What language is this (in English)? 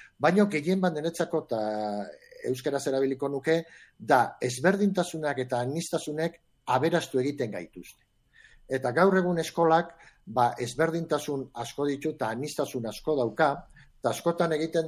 Basque